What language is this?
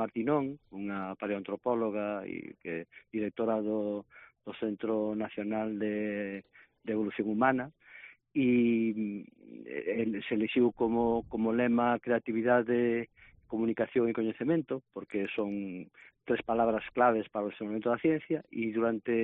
Galician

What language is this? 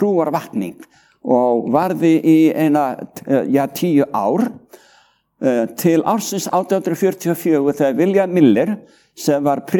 Icelandic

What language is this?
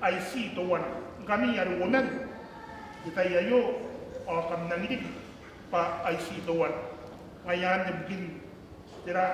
Gilbertese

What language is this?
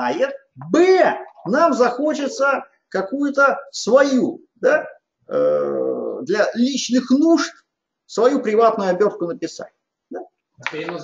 Russian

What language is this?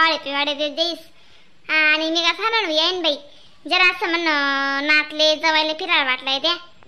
Khandesi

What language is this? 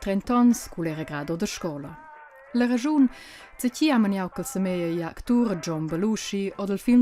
Romansh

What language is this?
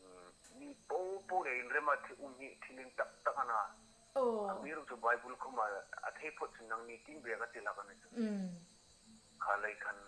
Hmar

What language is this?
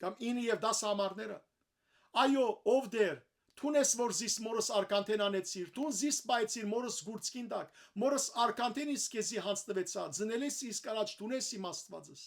Western Armenian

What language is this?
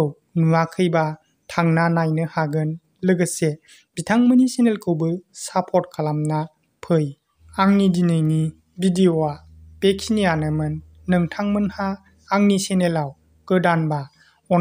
Bodo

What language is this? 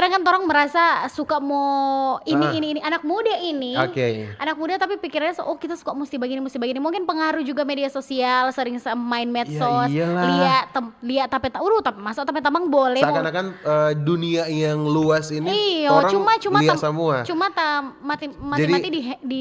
Manado Malay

